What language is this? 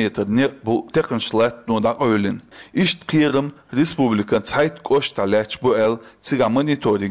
Chechen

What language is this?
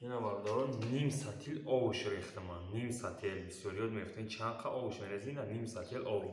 Tajik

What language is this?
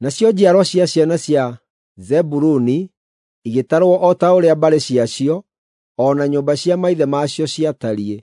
Kikuyu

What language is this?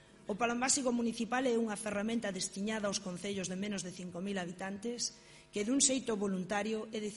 Galician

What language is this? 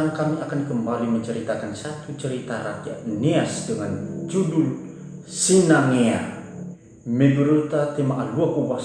Nias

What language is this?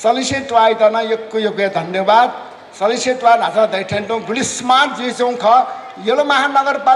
Newari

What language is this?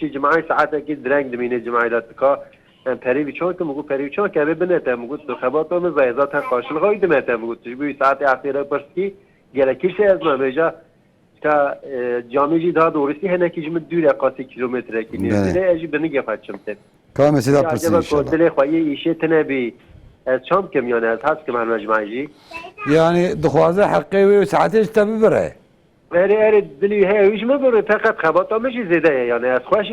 Kurdish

